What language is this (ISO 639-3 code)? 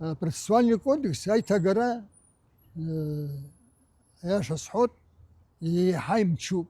abk